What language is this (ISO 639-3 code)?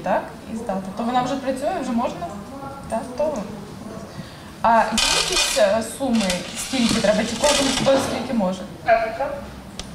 ukr